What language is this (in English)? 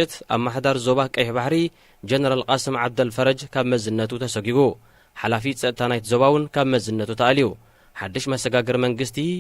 Tigrinya